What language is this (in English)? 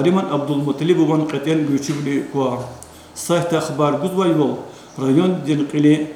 Lezghian